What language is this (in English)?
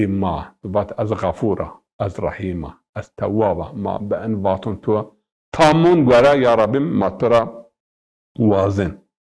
Zaza